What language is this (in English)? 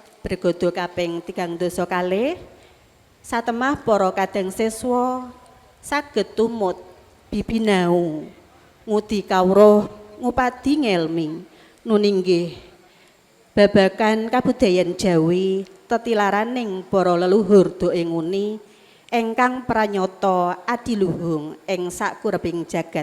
Javanese